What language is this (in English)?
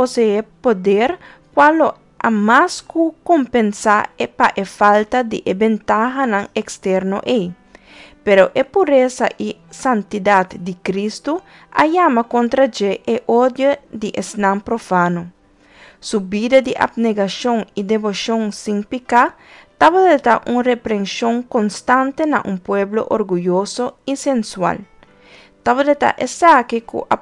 Papiamento